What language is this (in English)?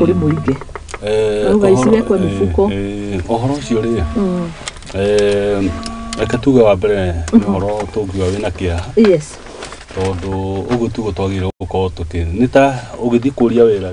Kikuyu